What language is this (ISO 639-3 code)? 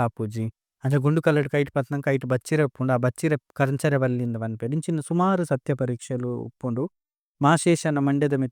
tcy